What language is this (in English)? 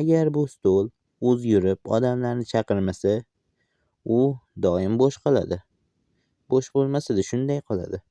Uzbek